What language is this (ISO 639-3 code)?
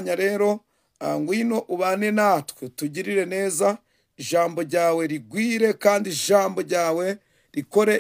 kin